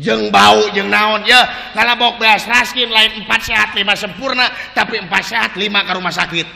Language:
Sundanese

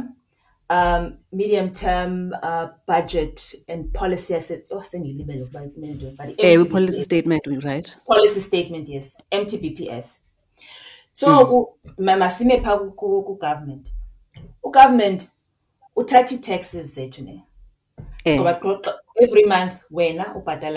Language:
Xhosa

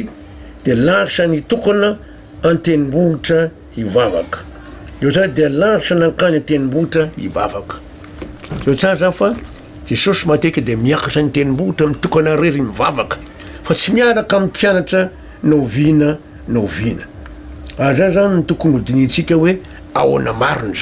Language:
Malagasy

